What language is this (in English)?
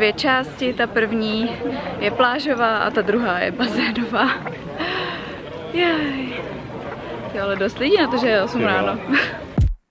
Czech